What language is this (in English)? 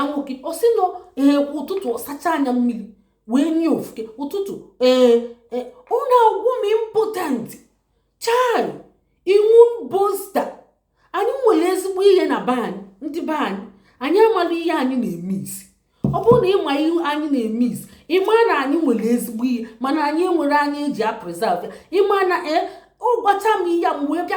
Igbo